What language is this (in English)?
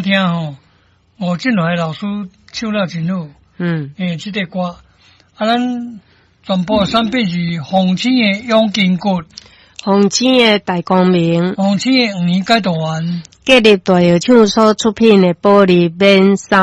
Min Nan Chinese